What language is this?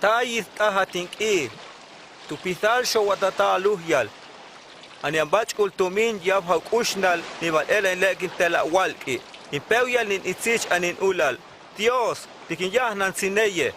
Huastec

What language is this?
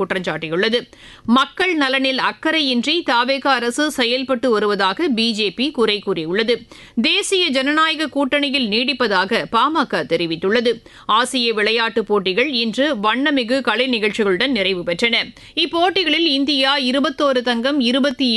Tamil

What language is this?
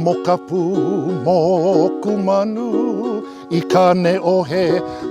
Hawaiian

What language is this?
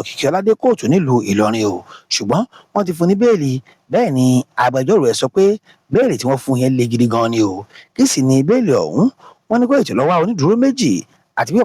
Yoruba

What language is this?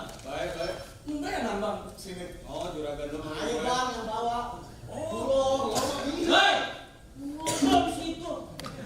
Betawi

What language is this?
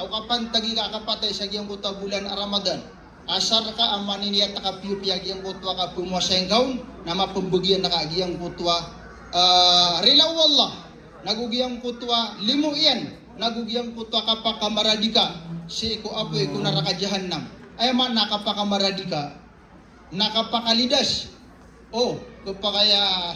Maranao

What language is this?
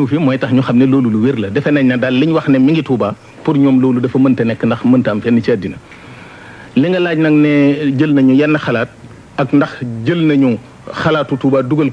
Wolof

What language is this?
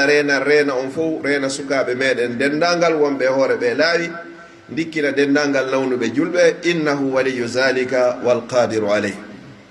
Pular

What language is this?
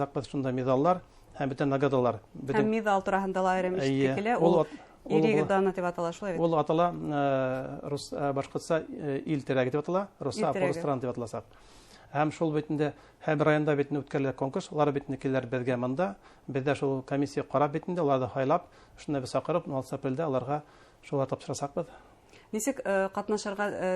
Bashkir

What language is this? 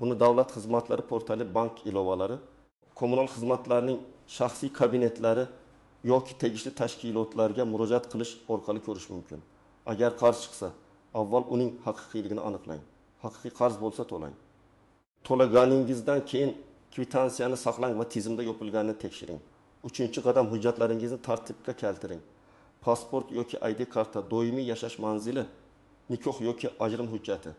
Uzbek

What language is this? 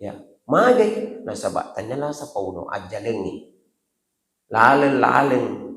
Buginese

